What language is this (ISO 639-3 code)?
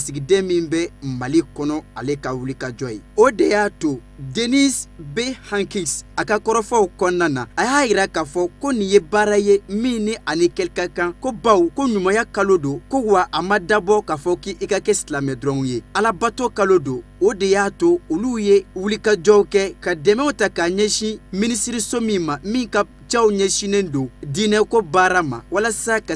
bam